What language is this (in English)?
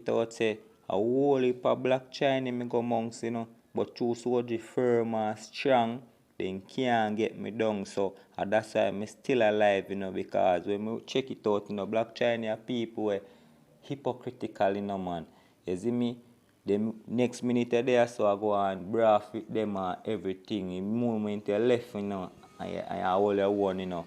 Jamaican Creole English